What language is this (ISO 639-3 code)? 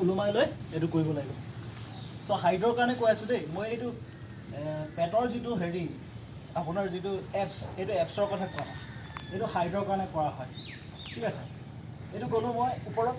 asm